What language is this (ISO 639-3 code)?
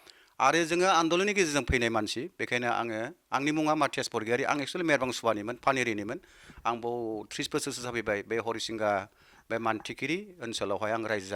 brx